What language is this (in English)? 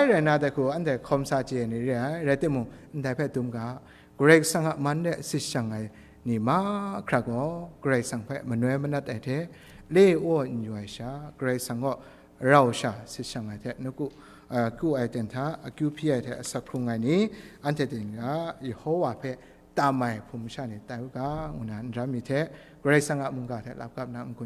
Kachin